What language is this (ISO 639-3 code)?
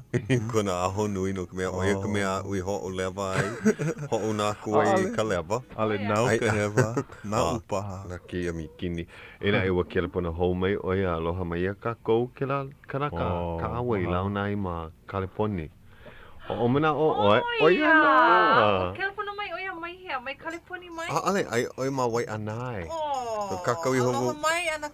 haw